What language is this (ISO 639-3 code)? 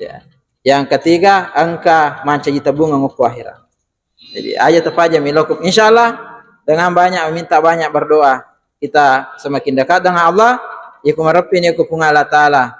bug